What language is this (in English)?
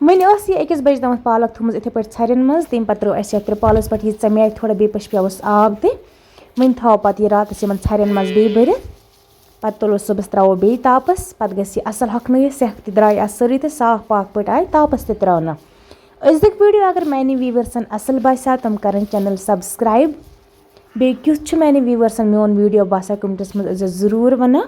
Kashmiri